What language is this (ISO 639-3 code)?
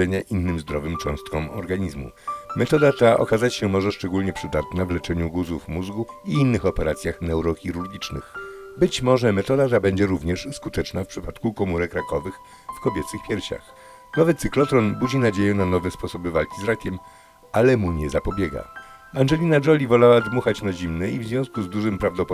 pol